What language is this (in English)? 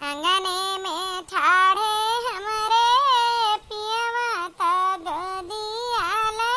Awadhi